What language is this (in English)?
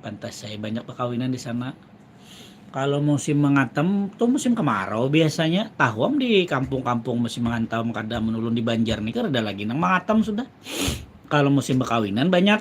Banjar